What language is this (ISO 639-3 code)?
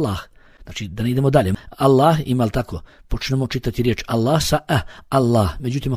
bos